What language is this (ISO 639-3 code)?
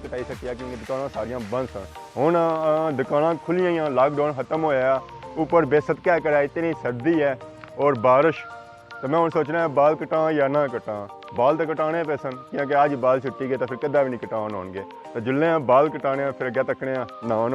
phr